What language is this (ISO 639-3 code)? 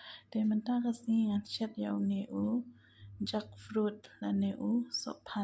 kha